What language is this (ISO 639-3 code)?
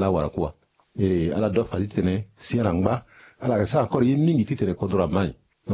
sag